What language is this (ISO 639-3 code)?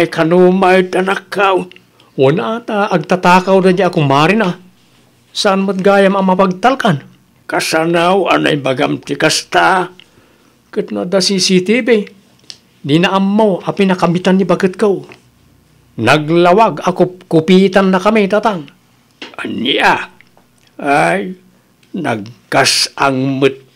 ilo